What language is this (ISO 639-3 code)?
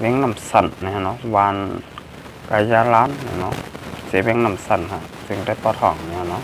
shn